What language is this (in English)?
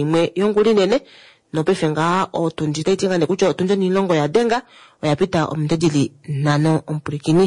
Kuanyama